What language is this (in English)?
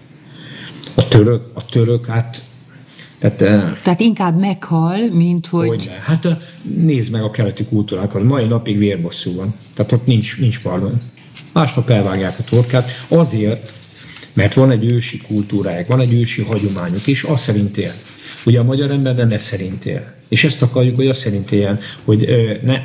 Hungarian